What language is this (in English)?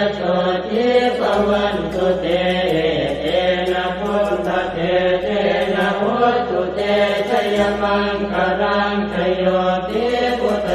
Pali